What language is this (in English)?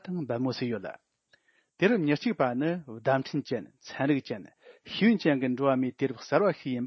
Tibetan